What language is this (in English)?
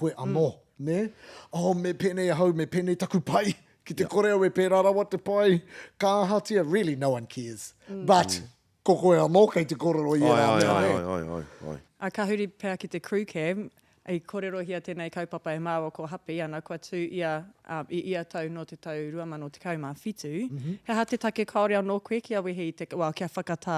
Māori